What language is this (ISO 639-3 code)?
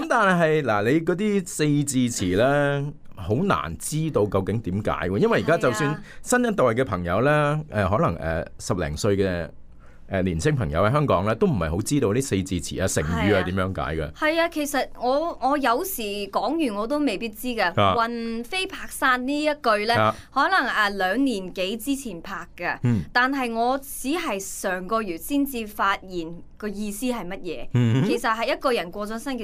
yue